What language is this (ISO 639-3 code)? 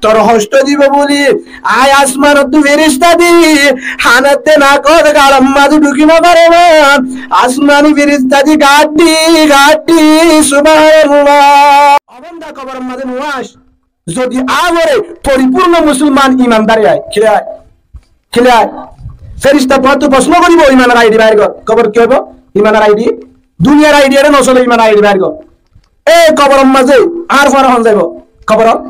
rhg